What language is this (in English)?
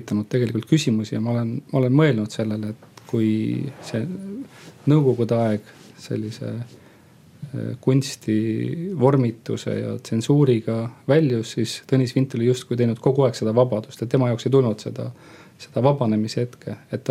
Estonian